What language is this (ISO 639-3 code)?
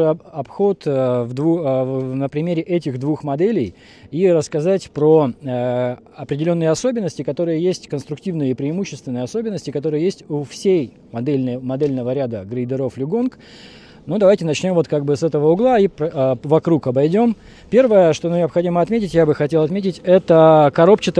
rus